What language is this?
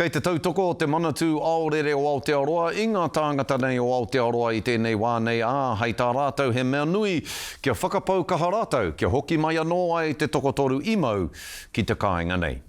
Māori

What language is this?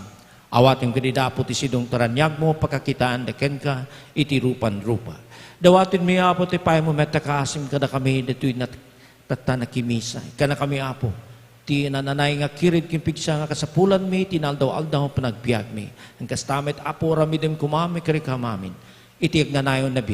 Iloko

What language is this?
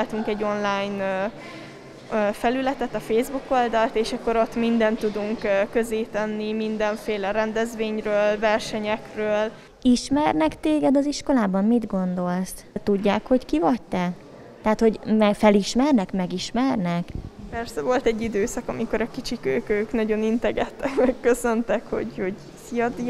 Hungarian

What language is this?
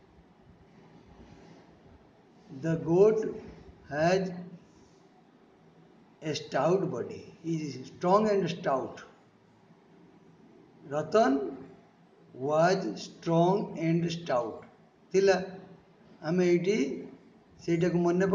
Odia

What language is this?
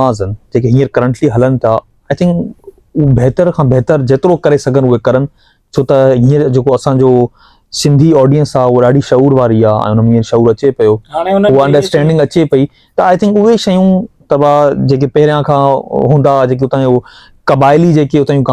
Sindhi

